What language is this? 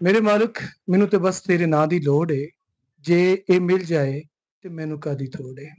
Western Panjabi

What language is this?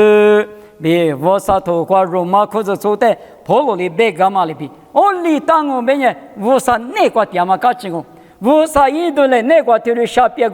Lisu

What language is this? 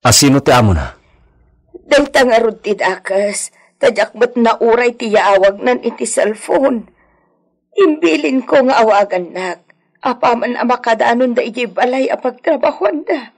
Iloko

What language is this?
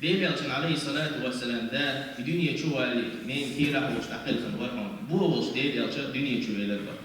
Chechen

